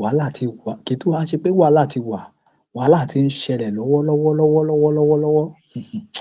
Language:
Yoruba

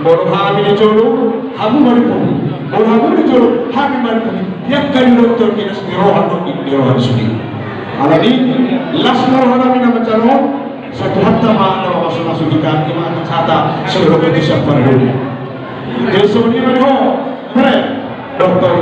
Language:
Batak Toba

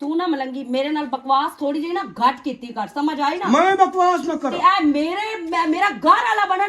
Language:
Western Panjabi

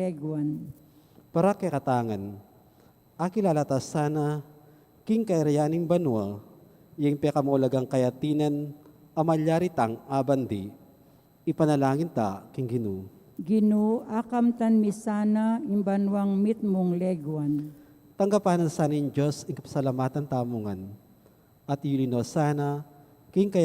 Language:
Pampanga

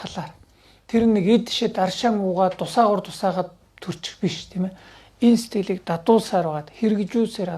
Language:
Mongolian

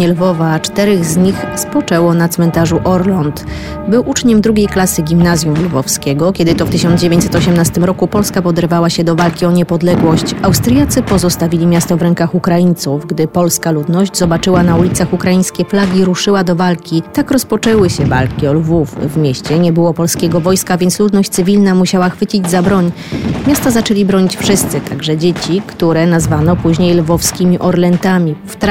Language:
Polish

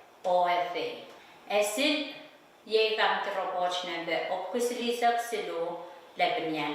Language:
Pohnpeian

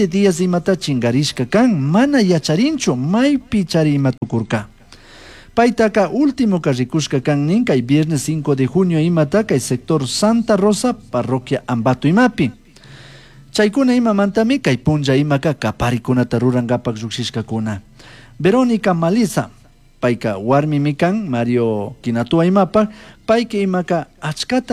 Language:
Chimborazo Highland Quichua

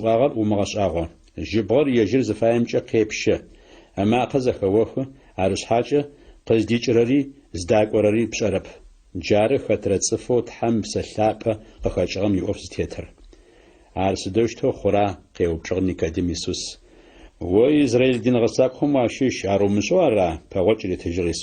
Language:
Adyghe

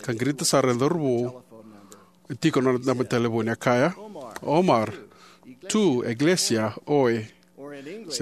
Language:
Fijian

